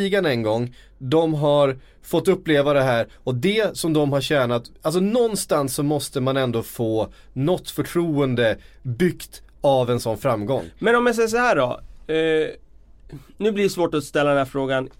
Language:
Swedish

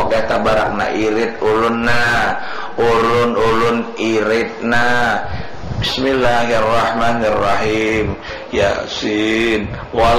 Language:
Banjar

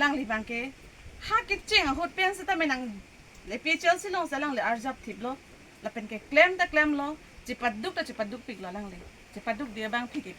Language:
Karbi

